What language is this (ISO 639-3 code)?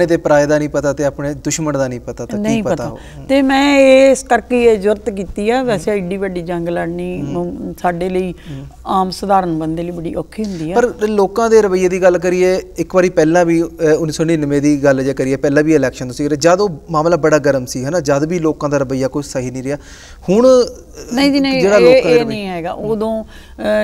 pan